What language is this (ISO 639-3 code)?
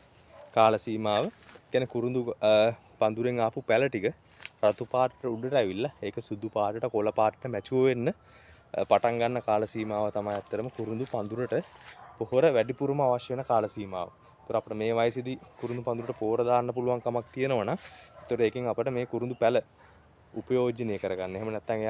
sin